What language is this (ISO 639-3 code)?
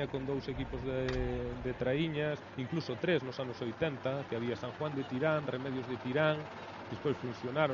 glg